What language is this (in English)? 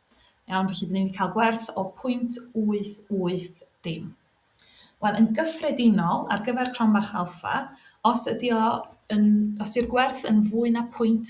Welsh